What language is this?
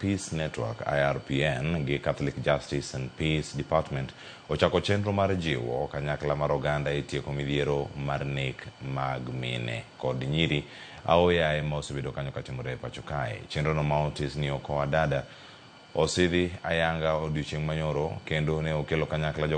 Luo (Kenya and Tanzania)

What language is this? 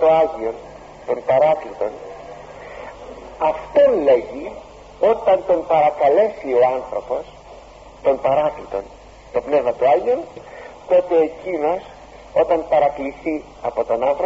Greek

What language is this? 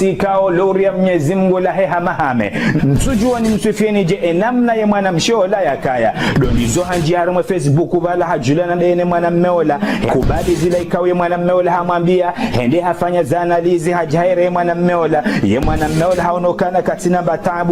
Ngazidja Comorian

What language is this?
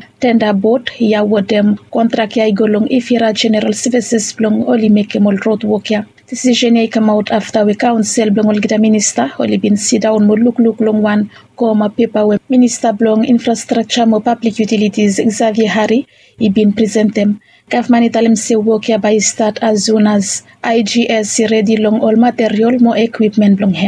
Bislama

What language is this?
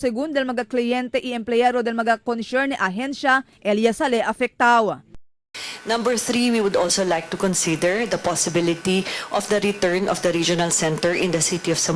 Chavacano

